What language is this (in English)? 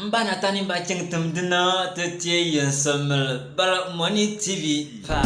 Bimoba